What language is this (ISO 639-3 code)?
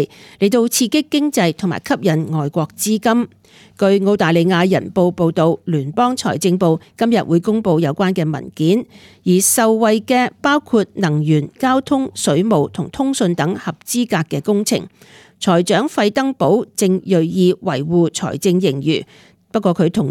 yue